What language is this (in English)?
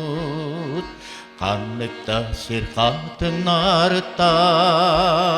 Yakut